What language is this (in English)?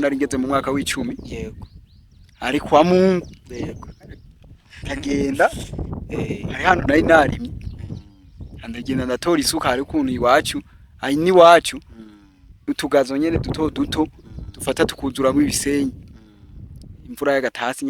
Rundi